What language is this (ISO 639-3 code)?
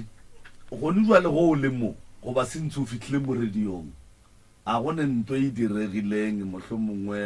nso